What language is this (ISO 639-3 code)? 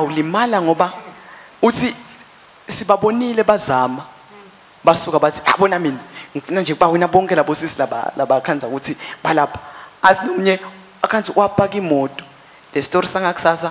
ssw